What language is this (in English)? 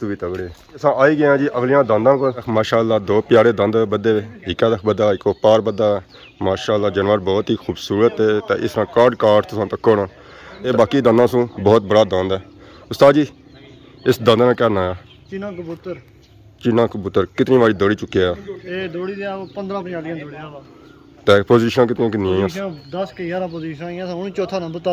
Pahari-Potwari